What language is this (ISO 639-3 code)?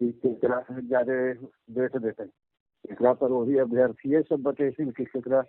mag